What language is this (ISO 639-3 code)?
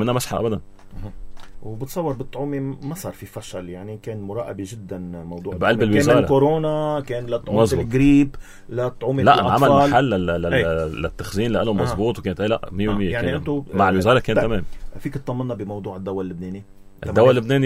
apc